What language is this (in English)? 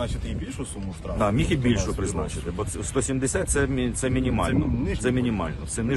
Ukrainian